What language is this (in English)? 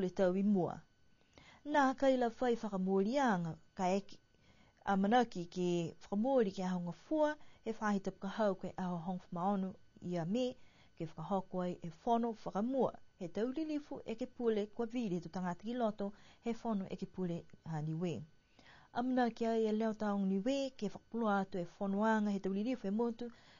Niuean